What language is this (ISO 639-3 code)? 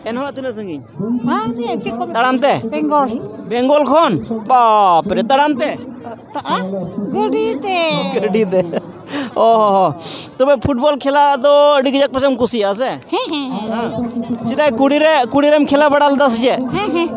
sat